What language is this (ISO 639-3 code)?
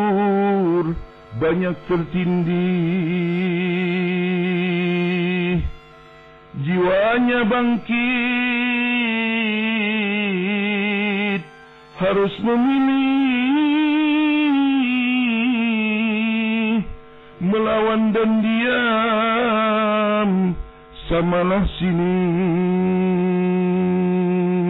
bjn